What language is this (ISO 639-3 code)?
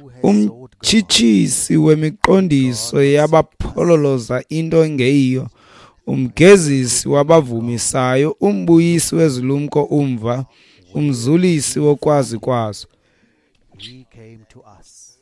xho